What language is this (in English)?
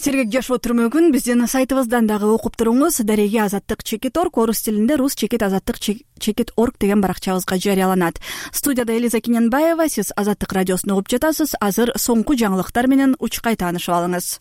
Kyrgyz